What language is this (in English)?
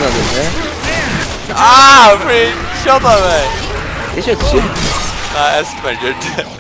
Faroese